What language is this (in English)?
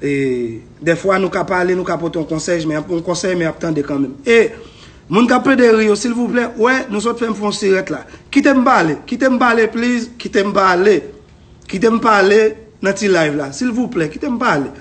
Haitian Creole